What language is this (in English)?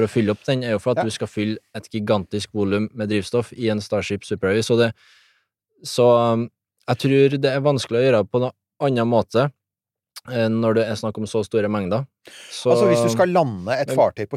Norwegian